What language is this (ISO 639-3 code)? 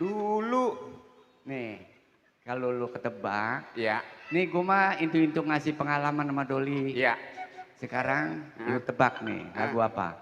bew